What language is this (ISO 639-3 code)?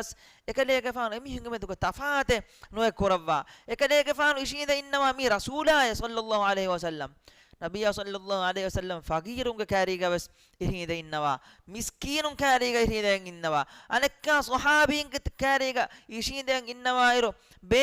div